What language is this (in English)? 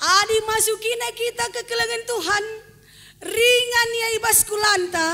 Batak Karo